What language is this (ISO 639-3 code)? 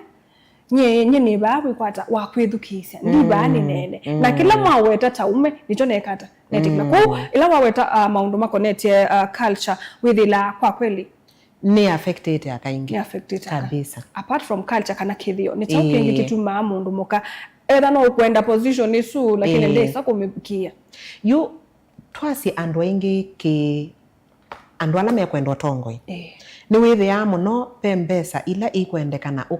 kam